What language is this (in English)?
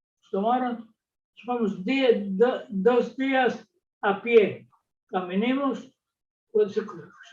Ladino